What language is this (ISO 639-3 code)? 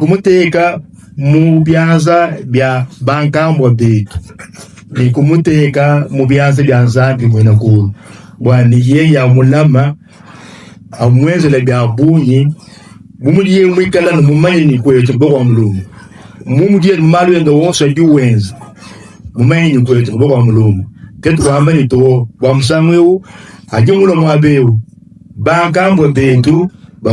lua